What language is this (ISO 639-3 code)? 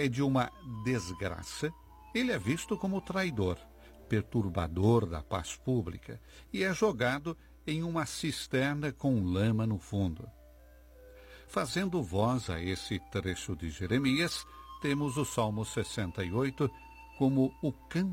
por